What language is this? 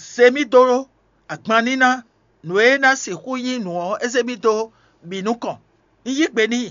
Fon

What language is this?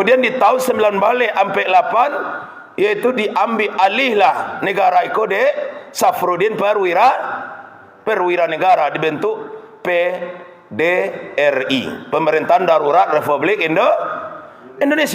Minangkabau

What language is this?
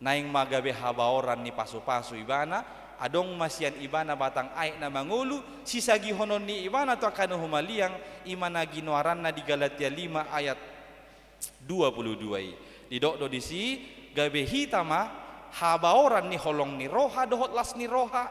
Batak Toba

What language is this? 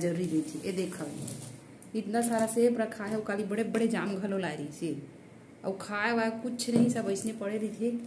Chhattisgarhi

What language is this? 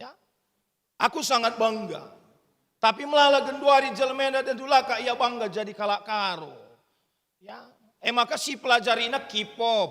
Batak Karo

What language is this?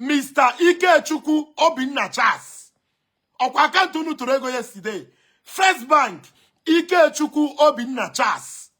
Igbo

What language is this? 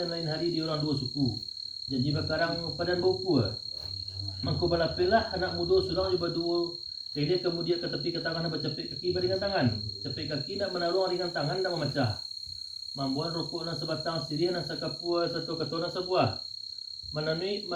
Minangkabau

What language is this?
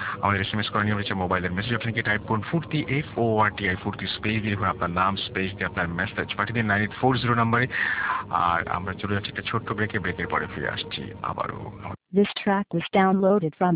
Bangla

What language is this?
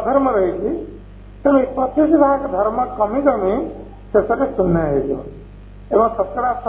Odia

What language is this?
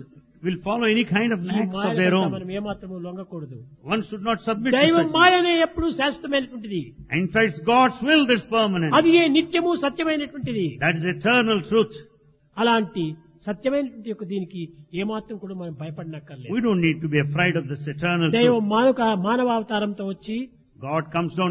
Telugu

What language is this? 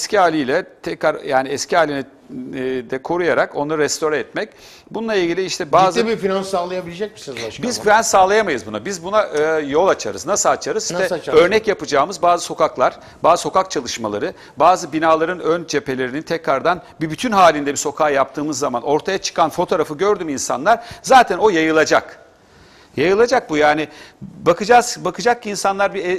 Turkish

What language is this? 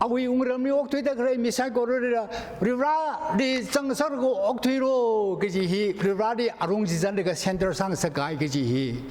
Tangkhul Naga (India)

